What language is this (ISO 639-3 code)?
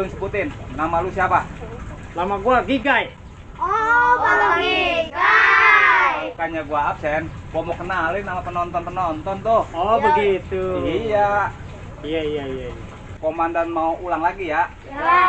bew